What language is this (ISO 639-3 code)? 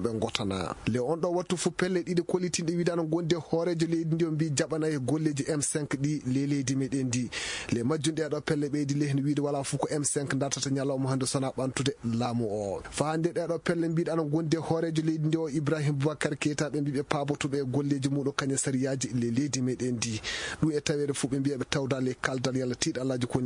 ful